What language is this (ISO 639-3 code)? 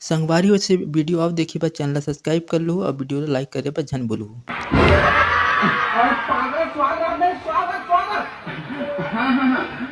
hne